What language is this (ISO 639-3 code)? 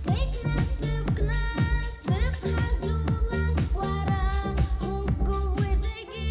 abk